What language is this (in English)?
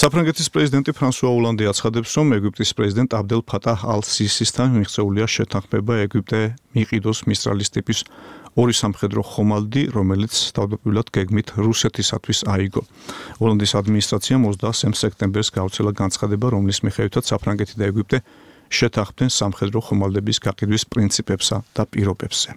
Georgian